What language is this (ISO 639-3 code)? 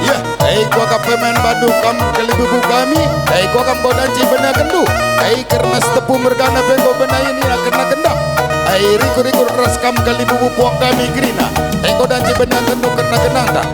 btx